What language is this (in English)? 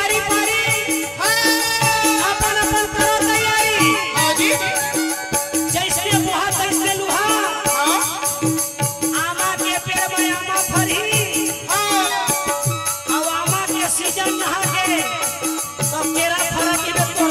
Chhattisgarhi